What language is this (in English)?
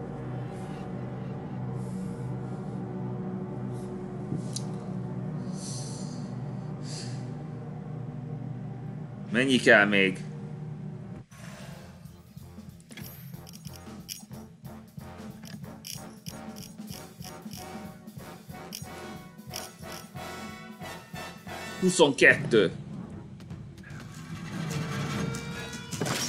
Hungarian